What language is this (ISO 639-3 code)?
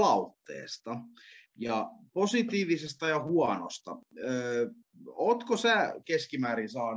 fin